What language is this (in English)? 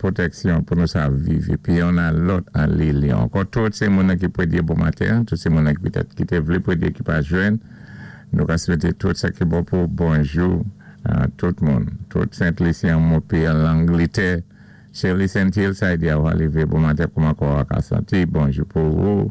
Saint Lucian Creole French